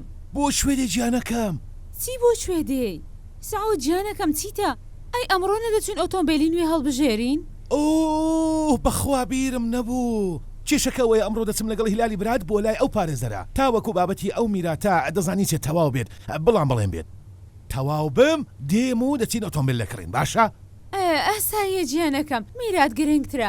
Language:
Central Kurdish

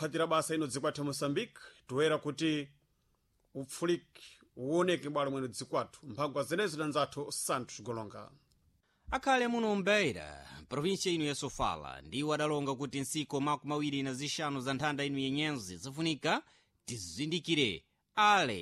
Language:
Sena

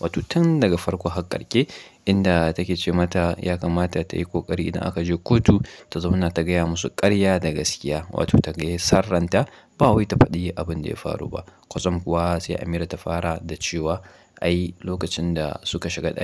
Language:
Hausa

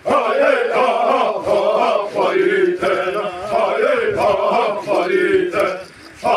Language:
Xavánte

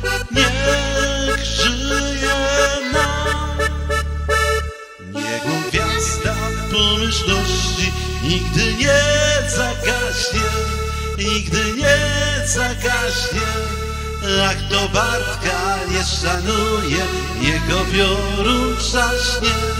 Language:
Polish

